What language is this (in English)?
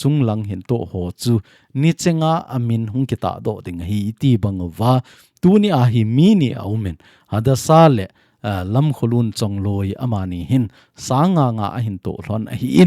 Thado Chin